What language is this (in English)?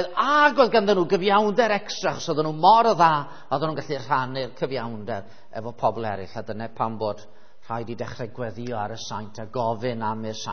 Welsh